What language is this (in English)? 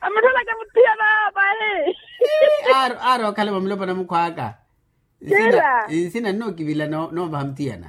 Makhuwa